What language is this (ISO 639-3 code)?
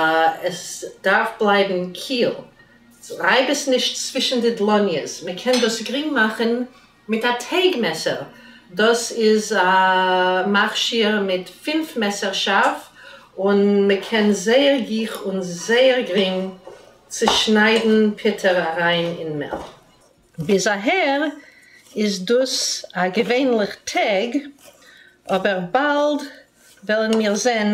yid